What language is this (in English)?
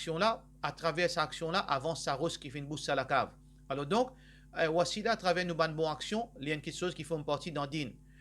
Morisyen